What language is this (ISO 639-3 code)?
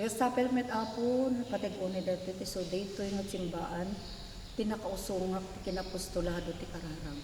ilo